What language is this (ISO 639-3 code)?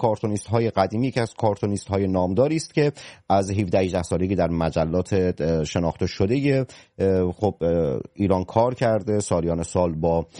fas